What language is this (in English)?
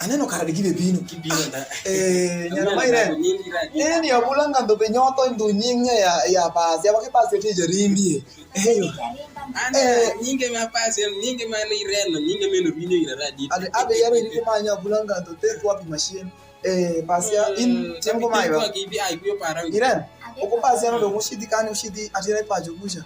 Alur